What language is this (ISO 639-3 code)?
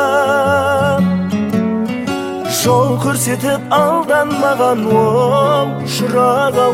kaz